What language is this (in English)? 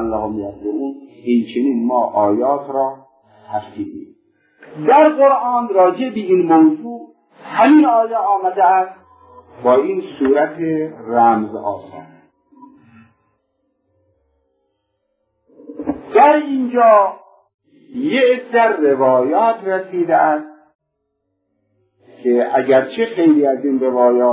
Persian